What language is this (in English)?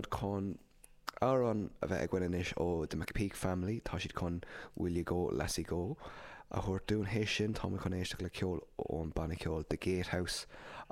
Irish